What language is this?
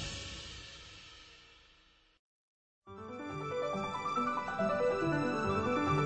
Chinese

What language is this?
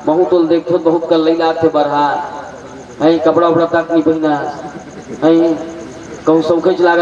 Chhattisgarhi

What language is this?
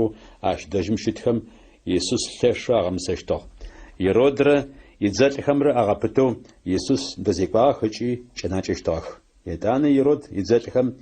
Adyghe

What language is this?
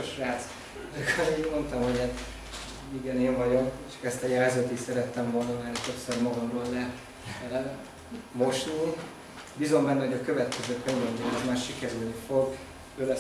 Hungarian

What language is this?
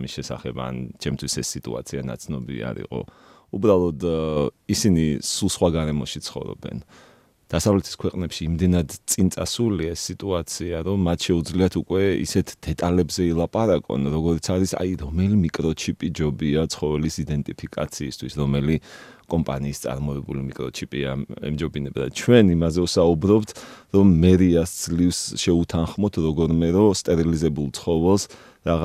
Georgian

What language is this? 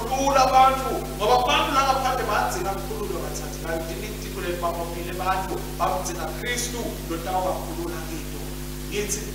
Swati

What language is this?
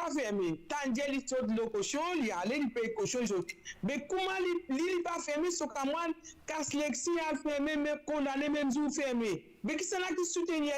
Morisyen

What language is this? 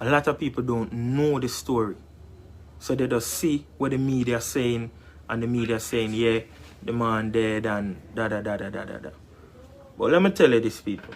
Jamaican Creole English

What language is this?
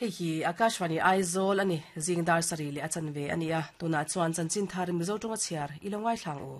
Mizo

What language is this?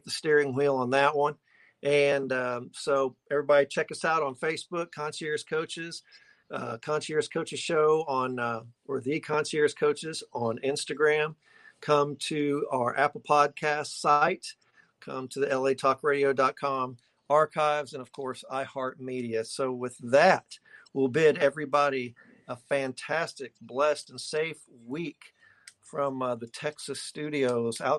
English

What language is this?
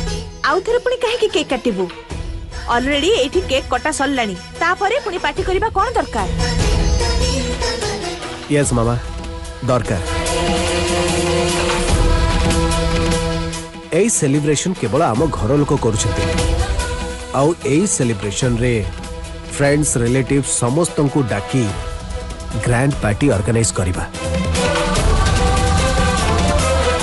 Odia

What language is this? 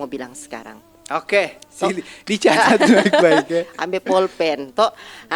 Manado Malay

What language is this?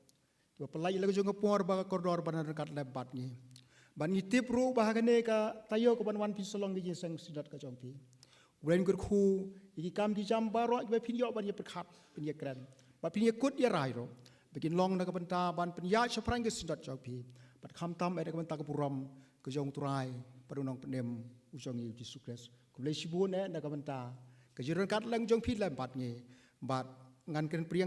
Khasi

